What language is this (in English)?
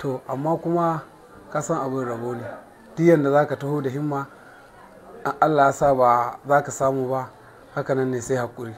Hausa